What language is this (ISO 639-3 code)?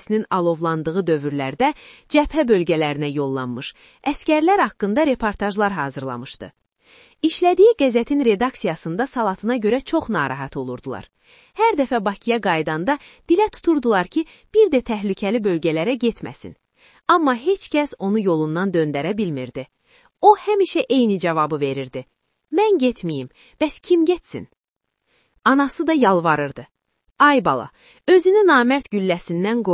aze